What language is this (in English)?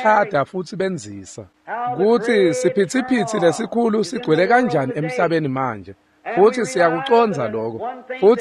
Swati